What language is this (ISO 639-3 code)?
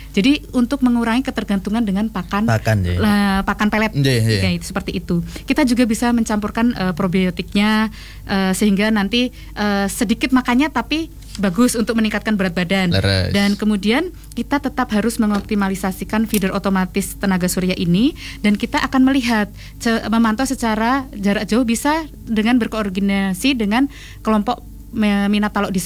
ind